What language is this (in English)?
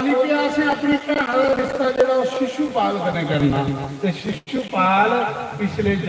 Dogri